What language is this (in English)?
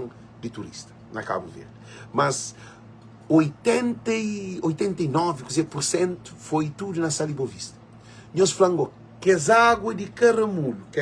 Kabuverdianu